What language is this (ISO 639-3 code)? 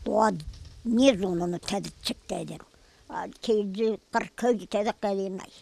zza